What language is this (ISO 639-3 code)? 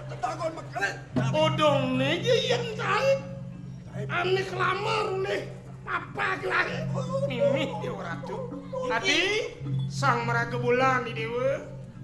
ban